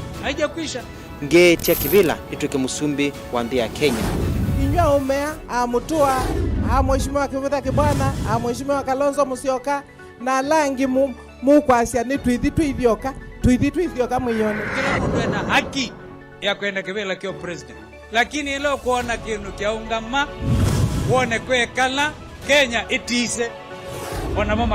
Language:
Kamba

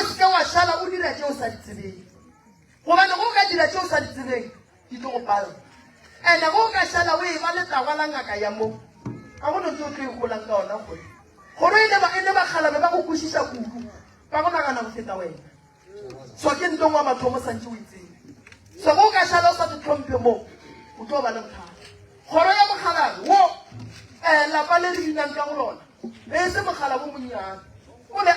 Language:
Northern Sotho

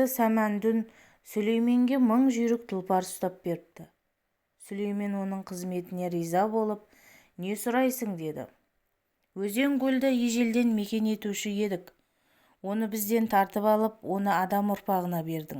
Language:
Kazakh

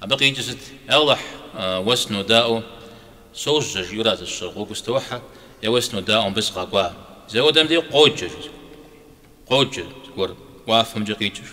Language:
Kabardian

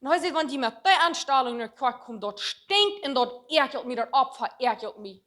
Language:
Plautdietsch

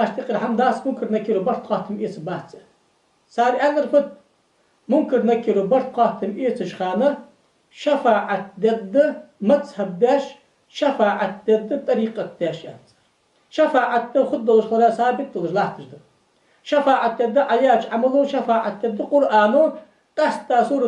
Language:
Ingush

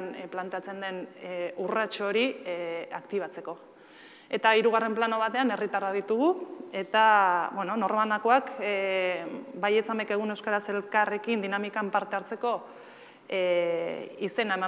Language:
Basque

